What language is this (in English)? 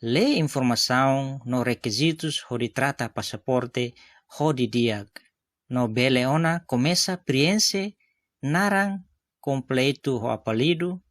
Tetum